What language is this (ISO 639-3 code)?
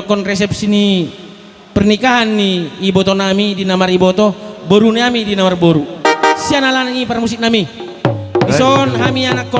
bbc